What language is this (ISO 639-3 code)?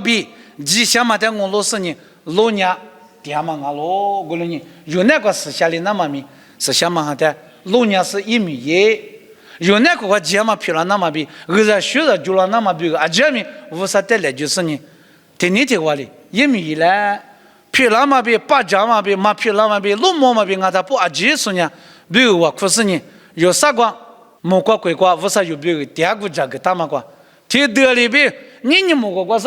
lis